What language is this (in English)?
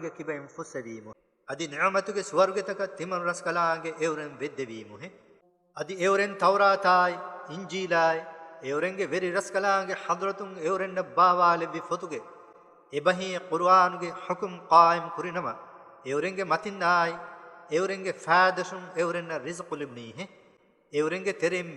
Divehi